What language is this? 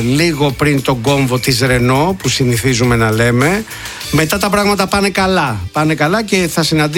Greek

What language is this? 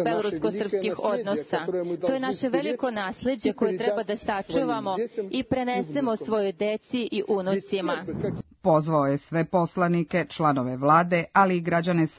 Serbian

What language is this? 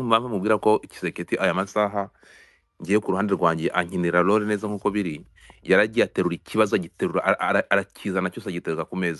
Kinyarwanda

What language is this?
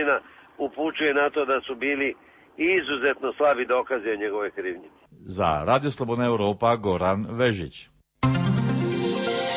Croatian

